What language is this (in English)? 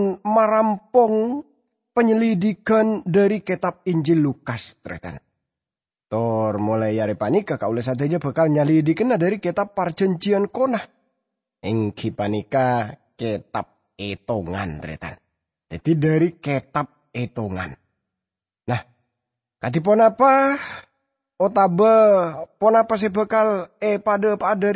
Madurese